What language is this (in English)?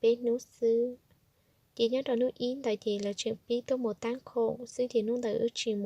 Hmong